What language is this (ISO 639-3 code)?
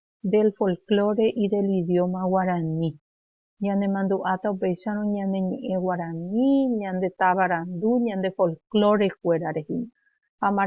grn